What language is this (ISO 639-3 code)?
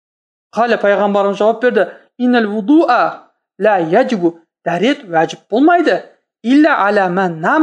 kaz